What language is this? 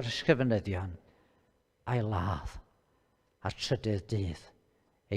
Welsh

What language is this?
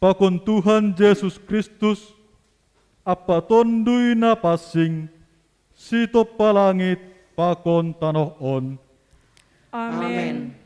Batak Simalungun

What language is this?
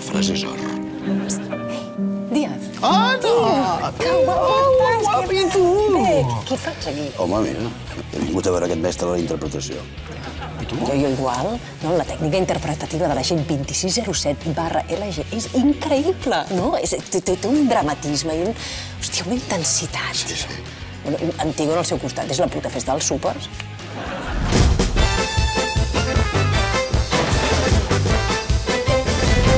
Catalan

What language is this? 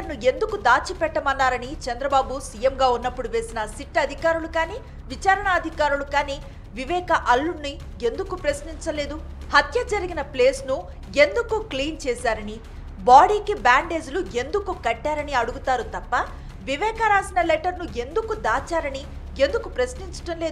Telugu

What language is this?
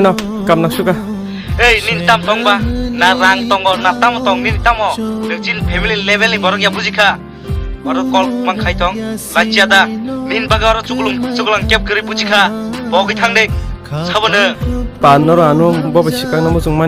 Kok Borok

